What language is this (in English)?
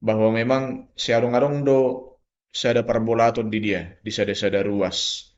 Batak Toba